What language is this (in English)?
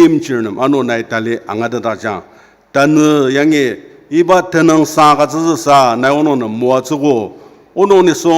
Ao Naga